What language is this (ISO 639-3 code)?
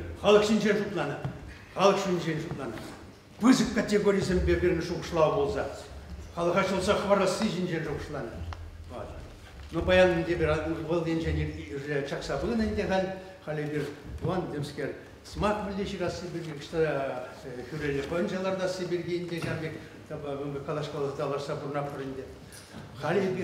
chv